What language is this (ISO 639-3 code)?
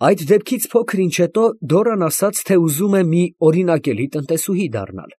hye